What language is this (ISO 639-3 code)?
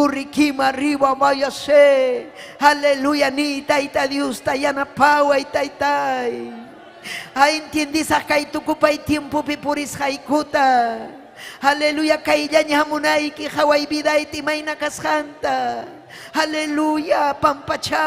quy